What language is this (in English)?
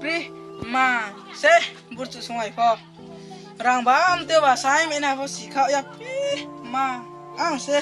Riang (India)